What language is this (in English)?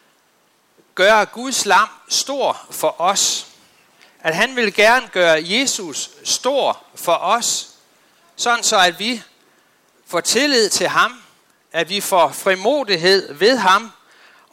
Danish